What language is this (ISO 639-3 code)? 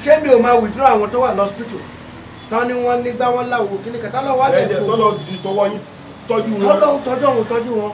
yor